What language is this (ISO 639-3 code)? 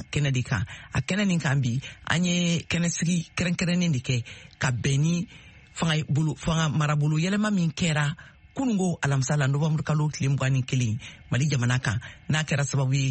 bam